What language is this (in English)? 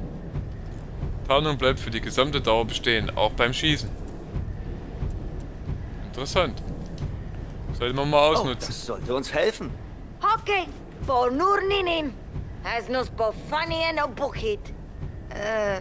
German